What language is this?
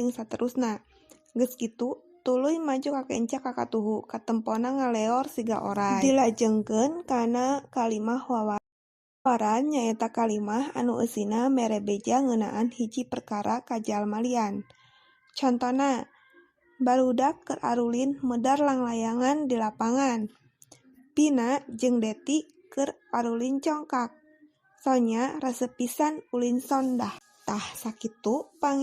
Sundanese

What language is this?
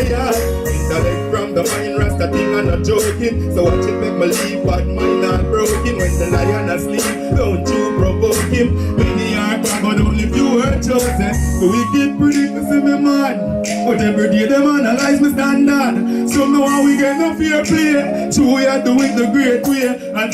Jamaican Creole English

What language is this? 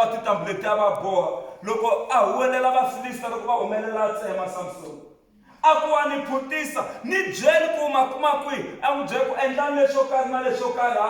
Tsonga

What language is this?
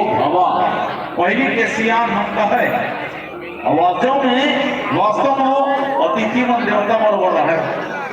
Chhattisgarhi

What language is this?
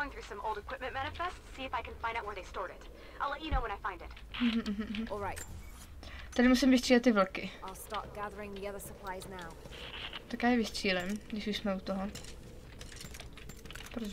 Czech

